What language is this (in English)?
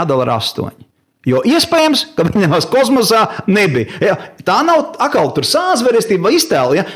Latvian